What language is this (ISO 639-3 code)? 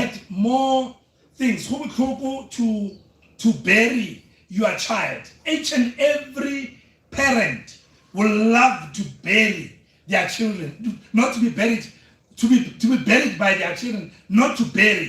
nso